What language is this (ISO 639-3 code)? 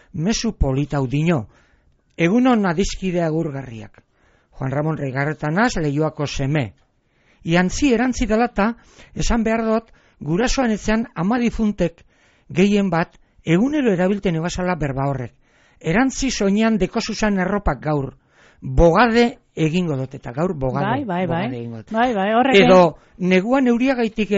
eus